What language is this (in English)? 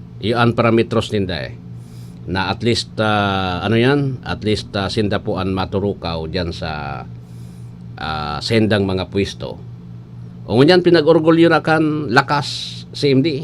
Bikol